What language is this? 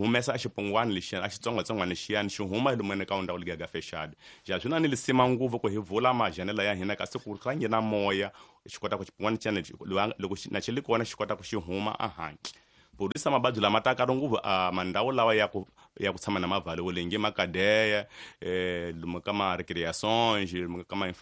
Tsonga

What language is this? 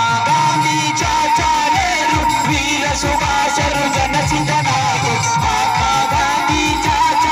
Kannada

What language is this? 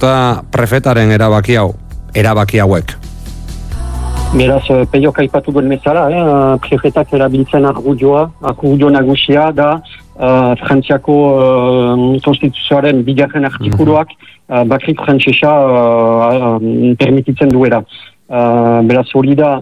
Basque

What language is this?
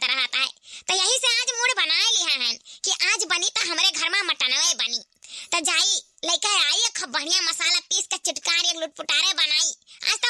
Awadhi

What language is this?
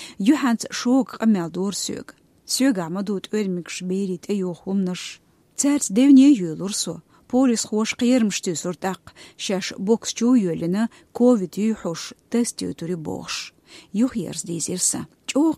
Chechen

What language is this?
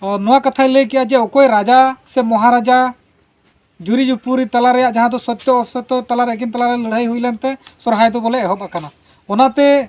Santali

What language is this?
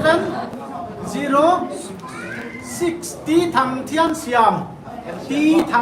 Paite Chin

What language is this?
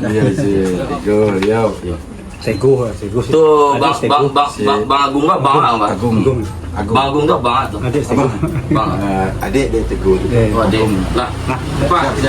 Minangkabau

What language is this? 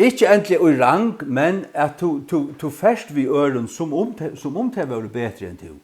Faroese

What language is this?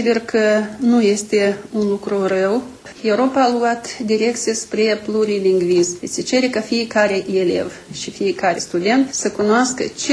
Romanian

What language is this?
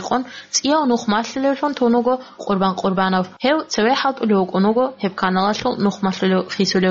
Avaric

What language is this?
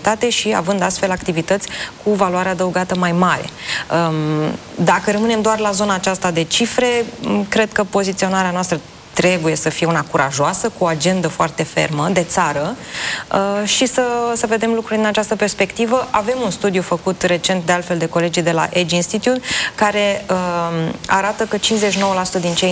Romanian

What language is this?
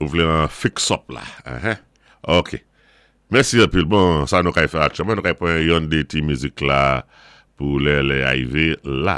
Saint Lucian Creole French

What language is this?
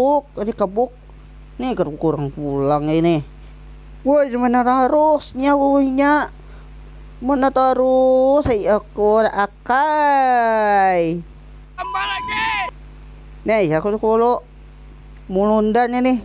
Banjar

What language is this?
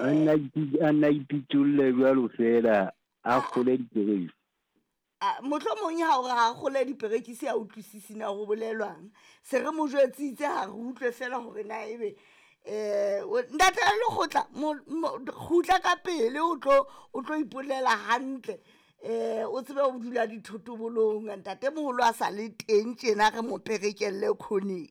Southern Sotho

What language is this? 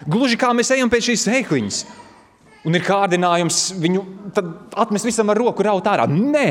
Latvian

